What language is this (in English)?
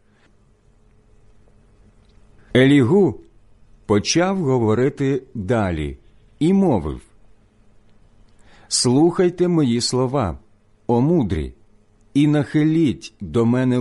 Ukrainian